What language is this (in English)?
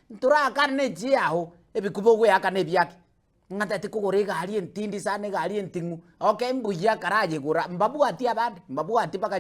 Gusii